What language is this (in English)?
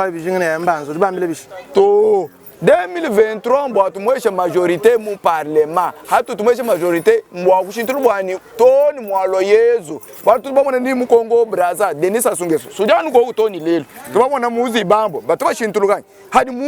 Luba-Lulua